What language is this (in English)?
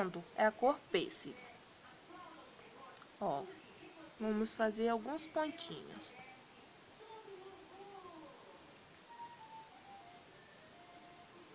Portuguese